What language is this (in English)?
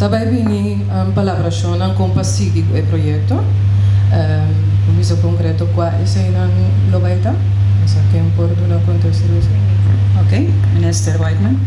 Papiamento